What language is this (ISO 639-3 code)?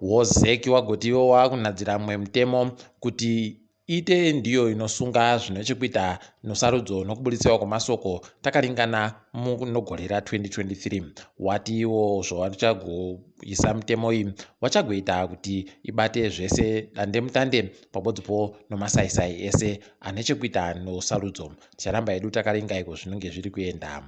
ndc